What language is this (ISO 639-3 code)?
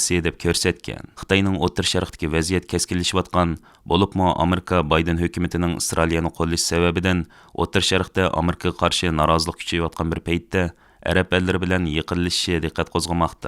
uig